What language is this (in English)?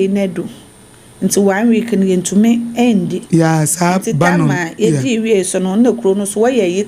Akan